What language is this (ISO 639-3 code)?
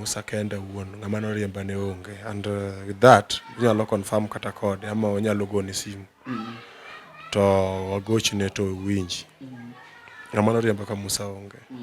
luo